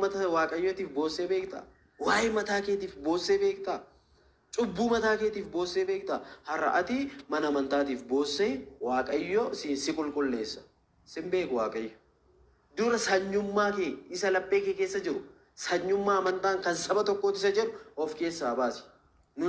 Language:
Oromo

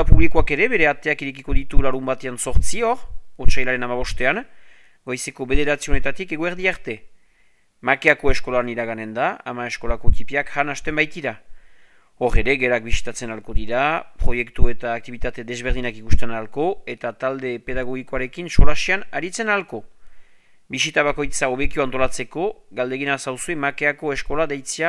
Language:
Basque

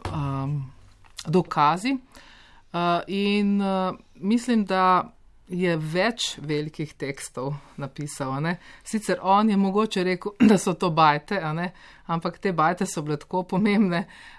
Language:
Slovenian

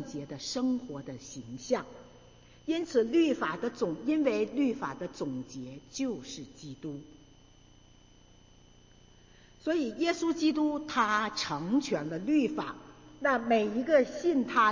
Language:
Chinese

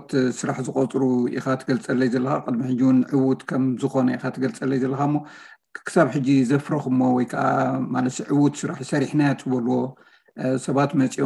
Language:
Tigrinya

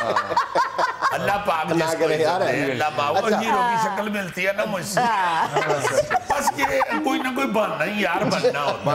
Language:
Urdu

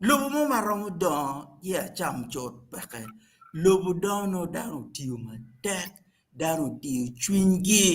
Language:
Acoli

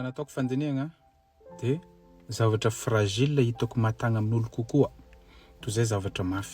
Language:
Malagasy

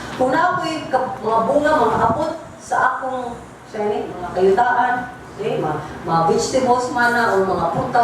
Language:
Cebuano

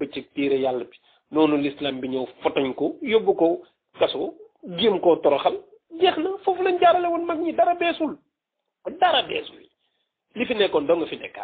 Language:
Wolof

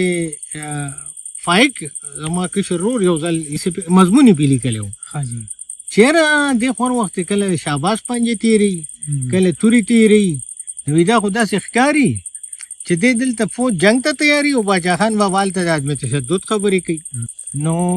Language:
Pashto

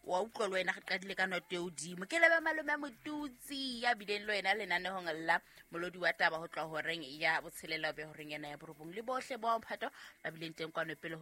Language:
Southern Sotho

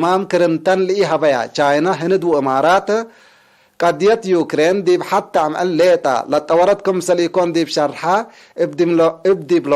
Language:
Tigre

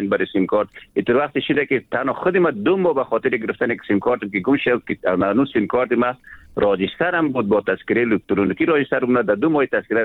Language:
Persian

